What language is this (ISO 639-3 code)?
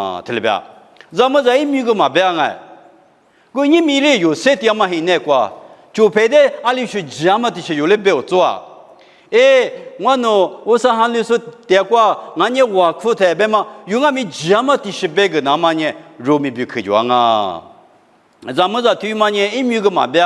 lis